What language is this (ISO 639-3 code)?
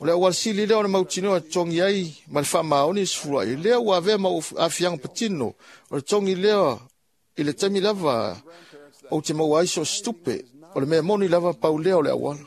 smo